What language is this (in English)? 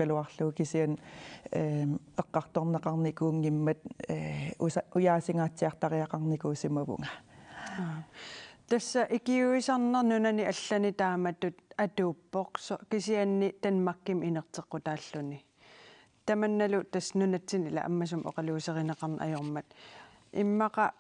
Kalaallisut